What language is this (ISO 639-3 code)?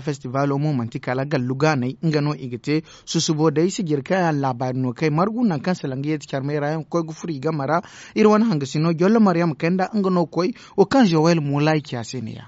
dje